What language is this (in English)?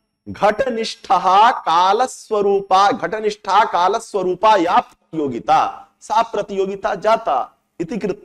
Sanskrit